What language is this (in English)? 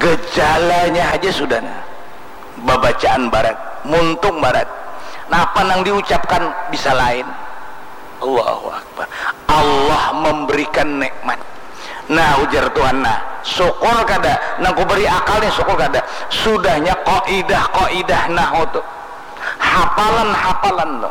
Banjar